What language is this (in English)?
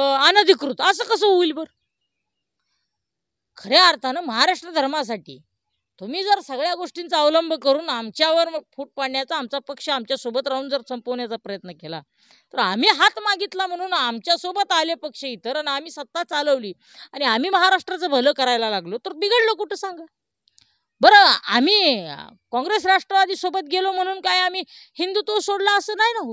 Marathi